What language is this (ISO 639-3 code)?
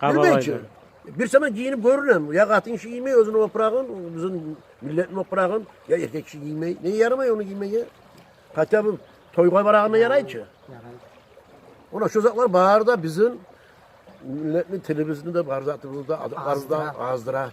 kum